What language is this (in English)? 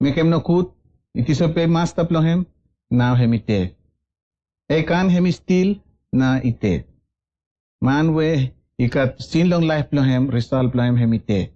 Bislama